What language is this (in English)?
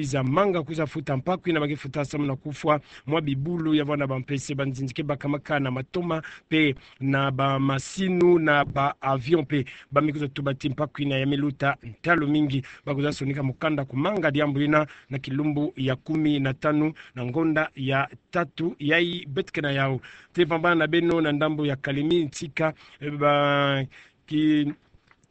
Kituba (Democratic Republic of Congo)